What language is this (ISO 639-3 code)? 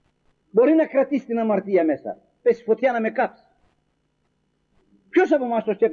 ell